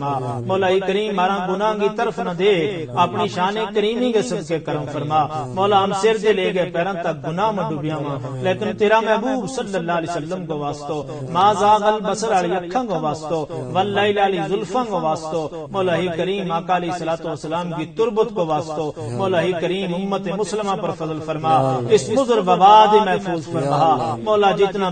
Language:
Gujari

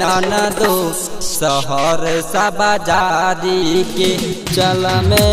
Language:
Bhojpuri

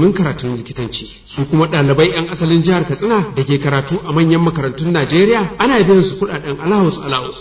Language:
Hausa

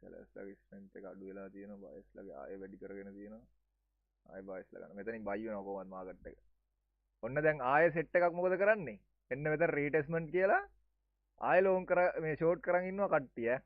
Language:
Sinhala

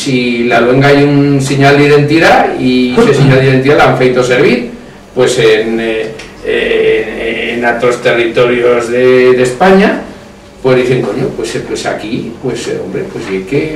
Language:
Aragonese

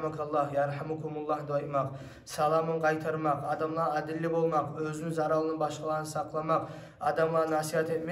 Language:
Kumyk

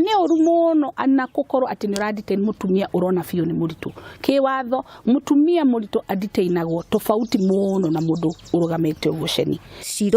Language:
Kikuyu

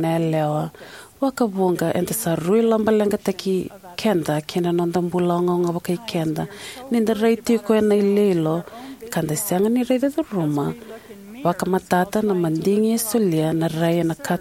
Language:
Fijian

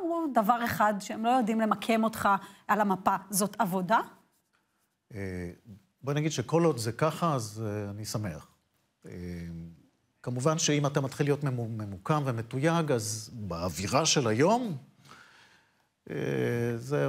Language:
Hebrew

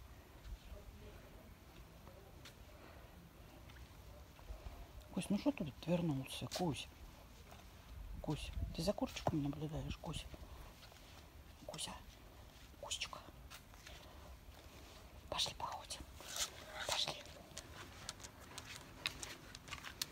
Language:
Russian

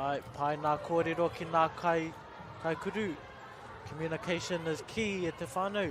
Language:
Māori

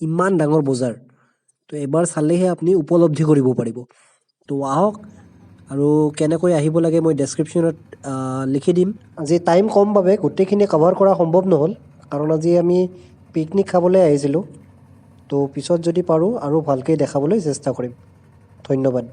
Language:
Assamese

